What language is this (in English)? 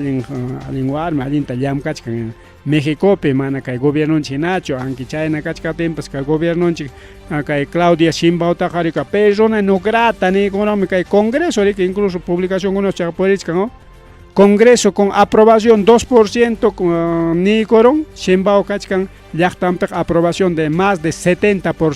Ayacucho Quechua